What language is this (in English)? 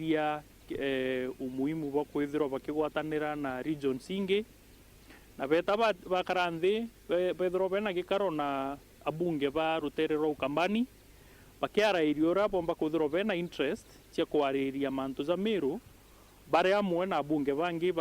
Meru